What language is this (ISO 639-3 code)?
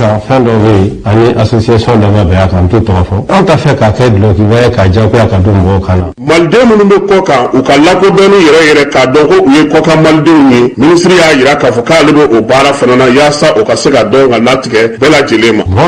bam